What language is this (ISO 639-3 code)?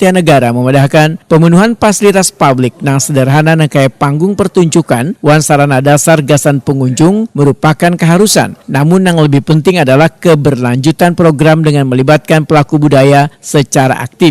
bjn